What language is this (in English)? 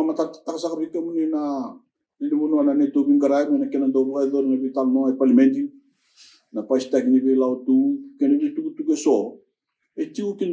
Fijian